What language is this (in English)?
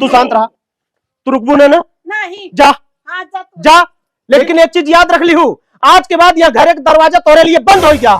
Awadhi